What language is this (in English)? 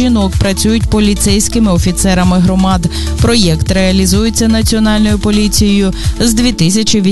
Ukrainian